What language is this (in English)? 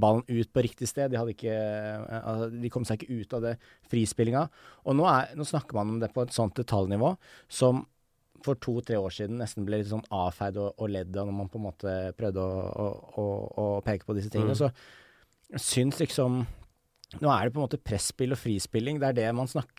Norwegian